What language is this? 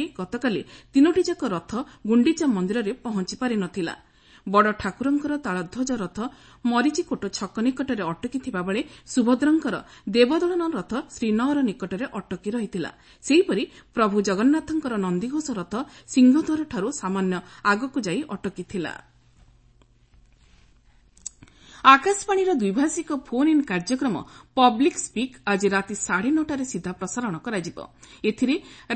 Odia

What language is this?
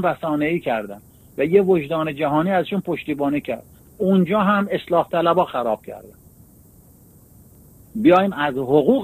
Persian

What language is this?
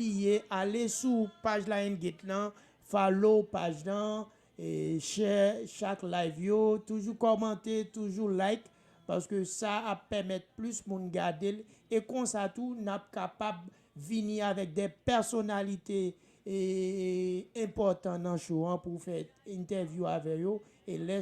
Haitian Creole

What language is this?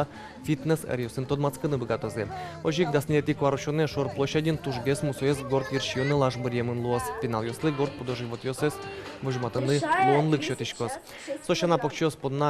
Udmurt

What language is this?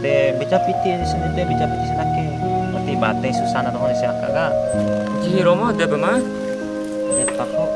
Bima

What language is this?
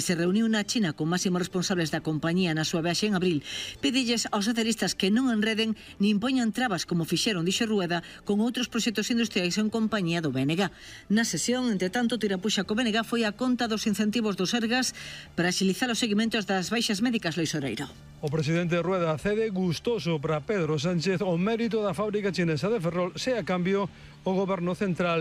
Galician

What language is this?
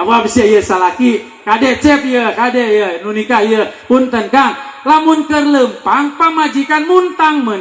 Sundanese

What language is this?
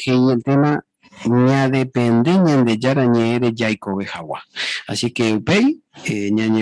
Guarani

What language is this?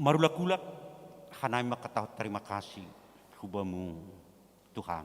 Batak Simalungun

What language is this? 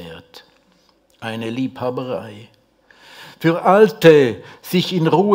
Romansh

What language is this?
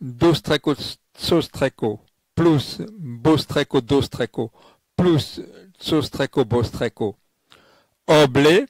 Esperanto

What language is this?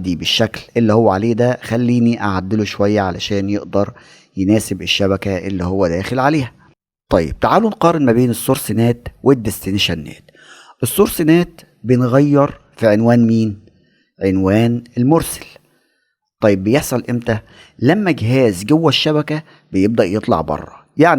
Egyptian Arabic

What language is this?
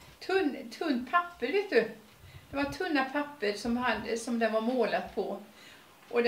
Swedish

